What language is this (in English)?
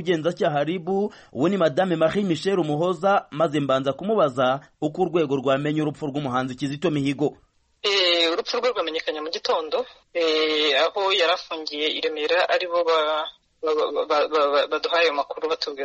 Kinyarwanda